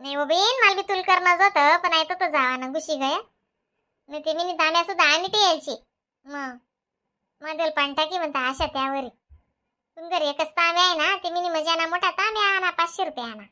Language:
Khandesi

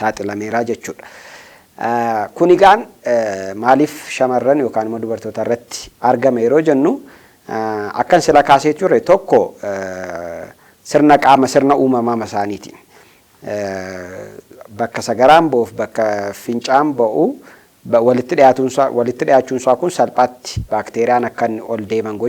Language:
Oromo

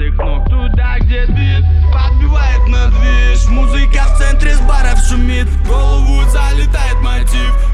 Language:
Russian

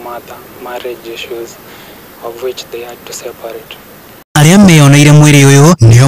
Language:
Kikuyu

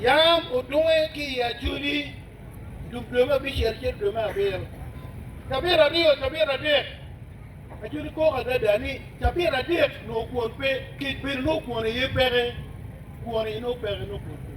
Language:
Acoli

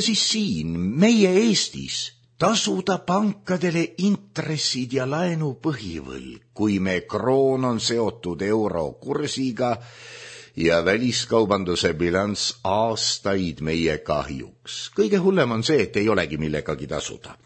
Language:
Estonian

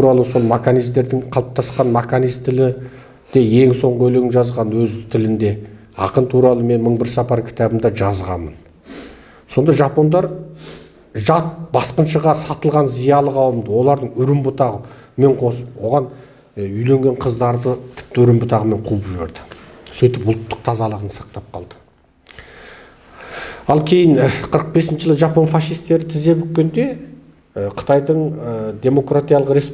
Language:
Kazakh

